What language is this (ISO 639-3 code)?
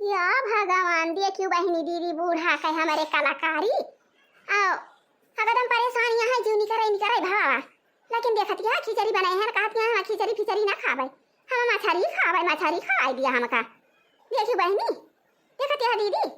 awa